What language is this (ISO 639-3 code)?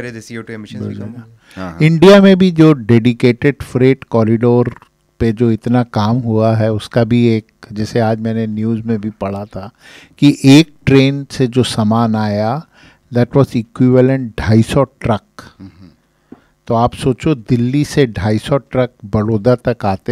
hin